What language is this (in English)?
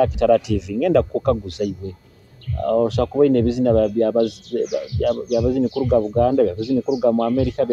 Nyoro